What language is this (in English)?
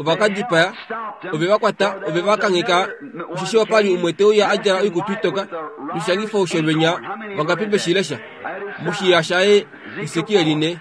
Kuanyama